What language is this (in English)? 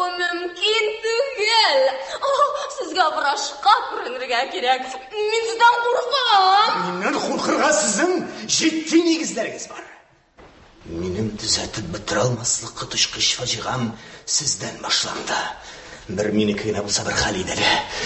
Tatar